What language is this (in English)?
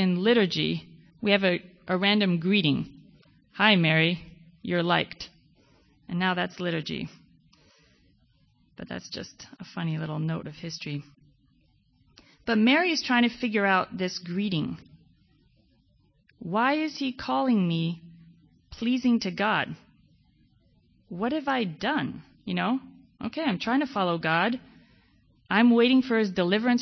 English